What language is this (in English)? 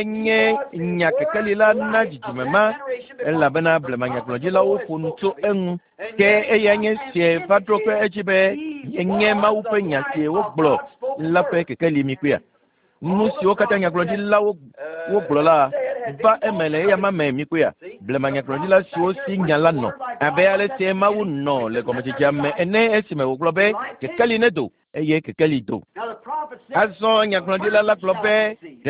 Ewe